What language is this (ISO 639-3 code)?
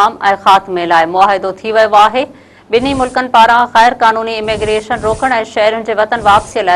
snd